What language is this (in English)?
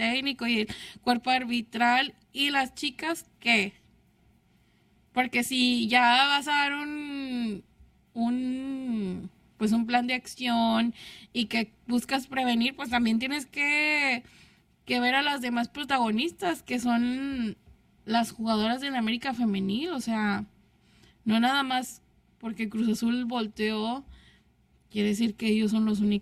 Spanish